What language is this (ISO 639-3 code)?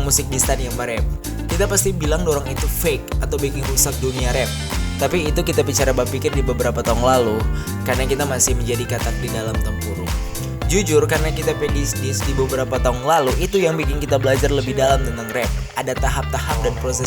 xmm